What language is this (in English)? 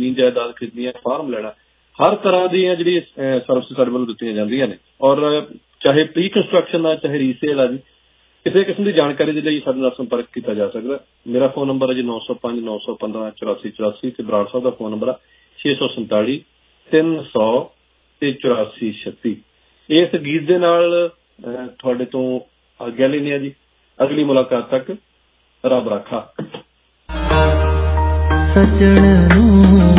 Punjabi